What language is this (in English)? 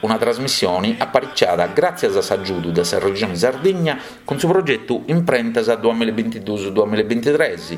Sardinian